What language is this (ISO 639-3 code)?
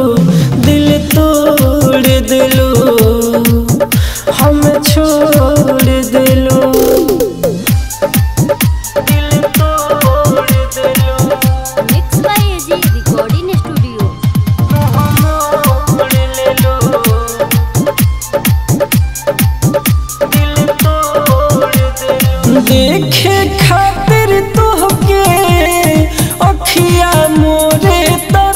bho